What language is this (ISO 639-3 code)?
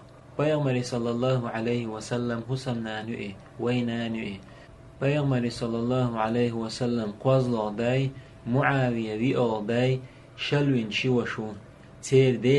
che